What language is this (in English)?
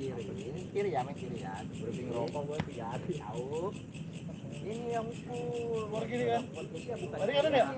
Betawi